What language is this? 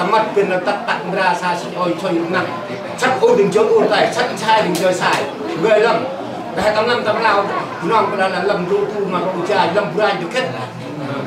Central Mnong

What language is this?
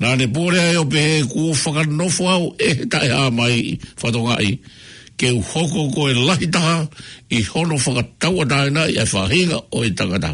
Tongan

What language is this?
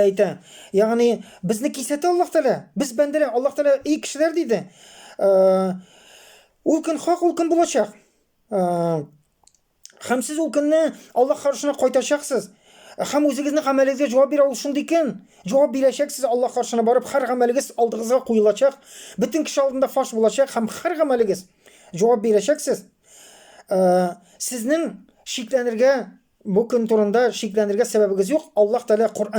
Tatar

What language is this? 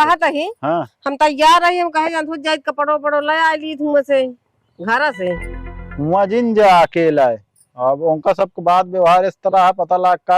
Awadhi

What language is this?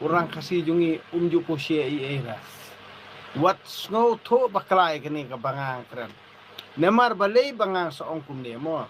Khasi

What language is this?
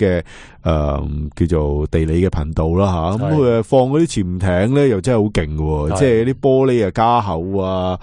Cantonese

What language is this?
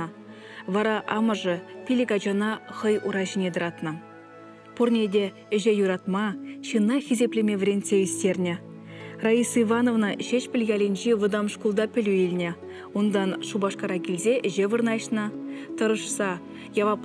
Chuvash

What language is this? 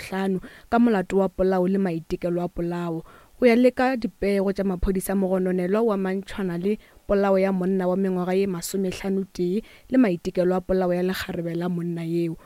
Northern Sotho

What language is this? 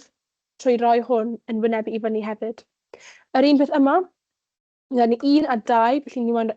Welsh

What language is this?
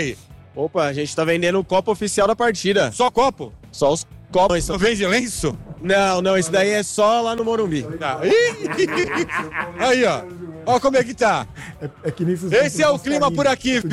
Portuguese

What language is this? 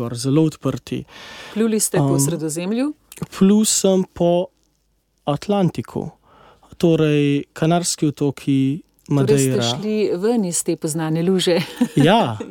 Slovenian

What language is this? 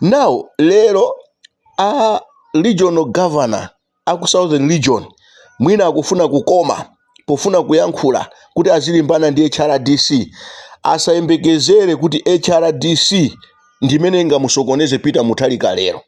Nyanja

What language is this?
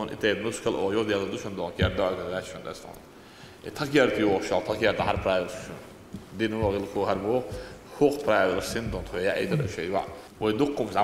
Chechen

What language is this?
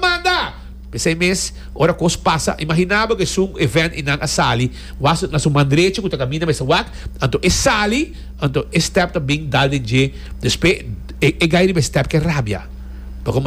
Papiamento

